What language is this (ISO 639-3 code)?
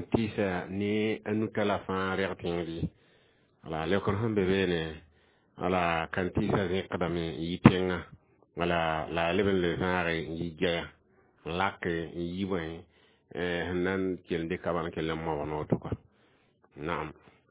mos